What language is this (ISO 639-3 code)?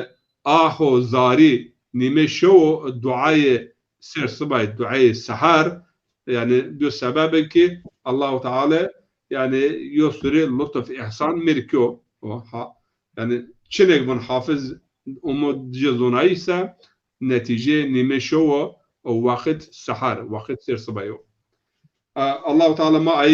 zza